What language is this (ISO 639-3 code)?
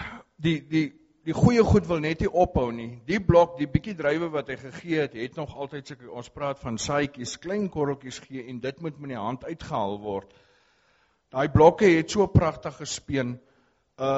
afr